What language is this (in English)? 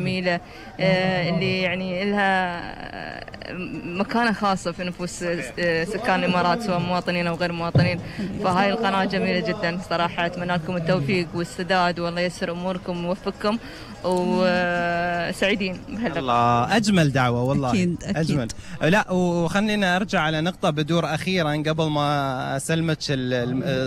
Gulf Arabic